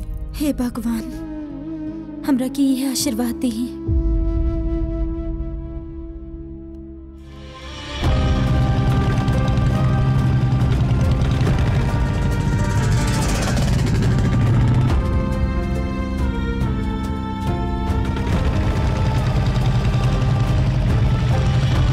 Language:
Bhojpuri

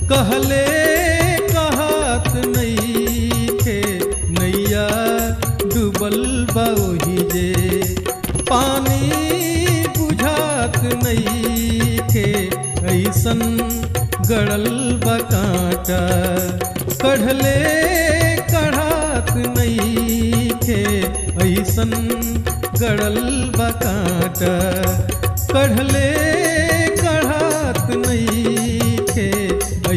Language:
Bhojpuri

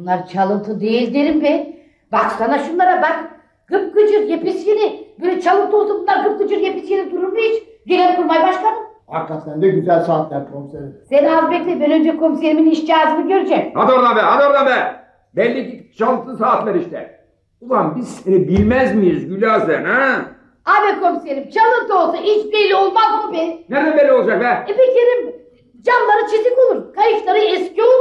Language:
Turkish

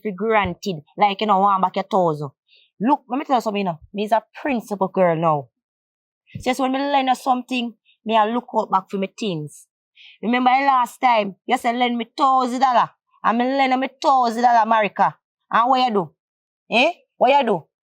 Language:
Jamaican Creole English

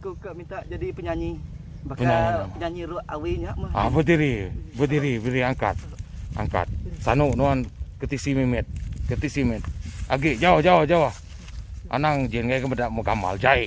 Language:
Iban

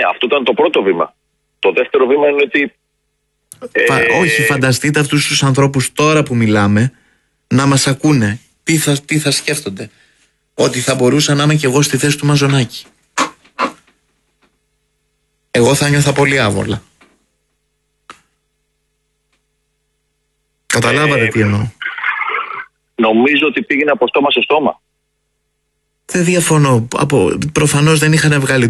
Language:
Greek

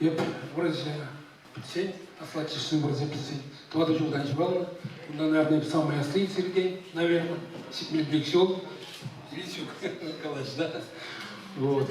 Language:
Chuvash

